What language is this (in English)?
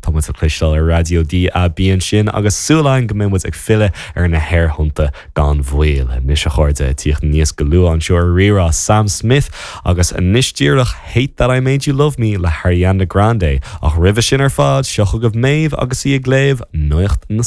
Irish